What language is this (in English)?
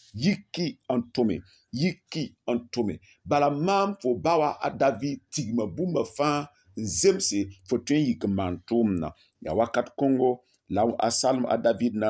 Mossi